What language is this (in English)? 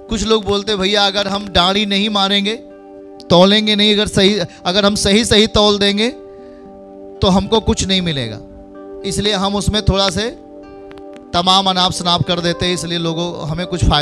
Hindi